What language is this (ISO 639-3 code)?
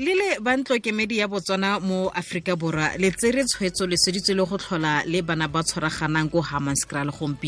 tsn